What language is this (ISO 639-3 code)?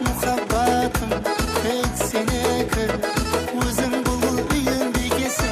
kaa